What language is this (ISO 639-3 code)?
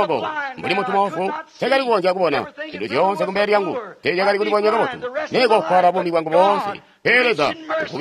toi